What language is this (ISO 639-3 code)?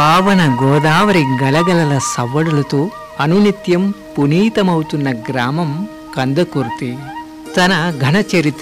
tel